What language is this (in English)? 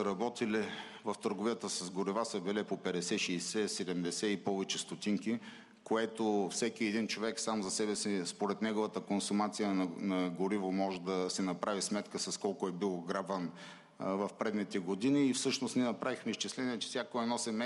Bulgarian